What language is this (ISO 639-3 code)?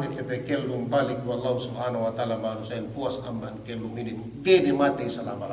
yka